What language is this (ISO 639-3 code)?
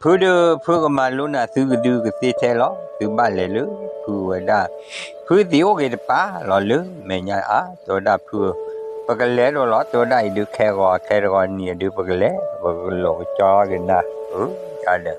ksw